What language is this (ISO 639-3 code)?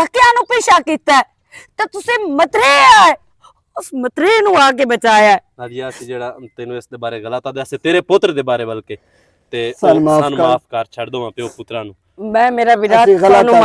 lah